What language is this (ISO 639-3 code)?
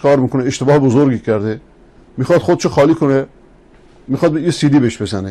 fas